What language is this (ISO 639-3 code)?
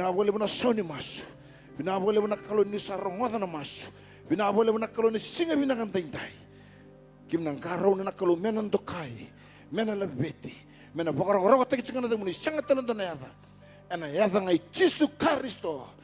fij